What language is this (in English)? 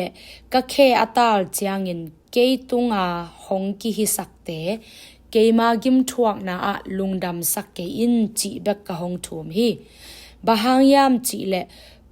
Tedim Chin